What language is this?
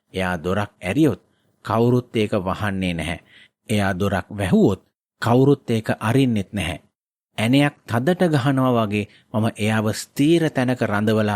Sinhala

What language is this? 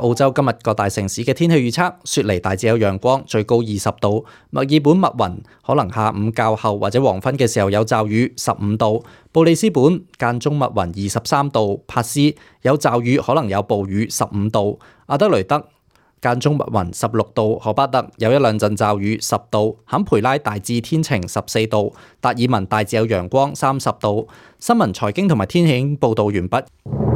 Cantonese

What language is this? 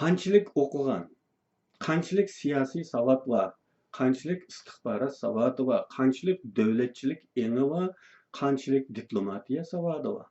Uyghur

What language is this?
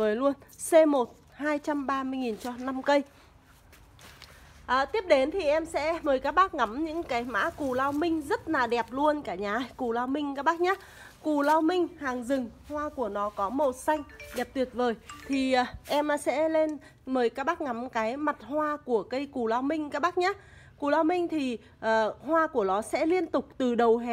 Vietnamese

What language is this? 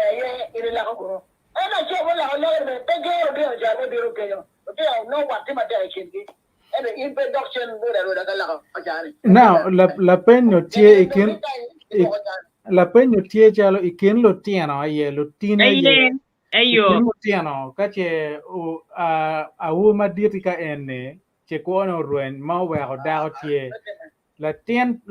Acoli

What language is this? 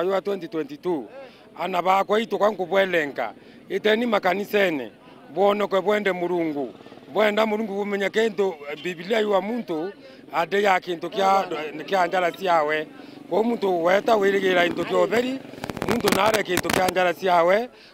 Meru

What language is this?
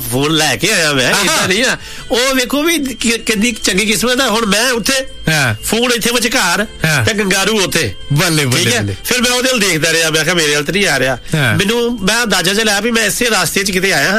Punjabi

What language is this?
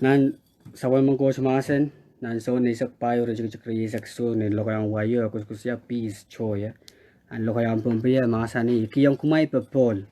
Pohnpeian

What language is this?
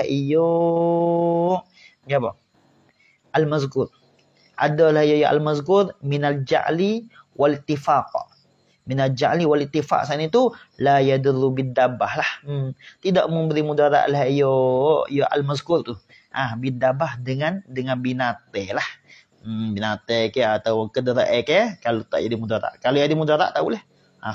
Malay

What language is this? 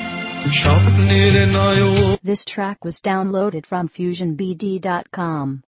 Bangla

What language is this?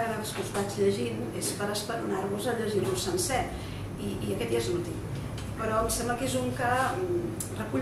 Catalan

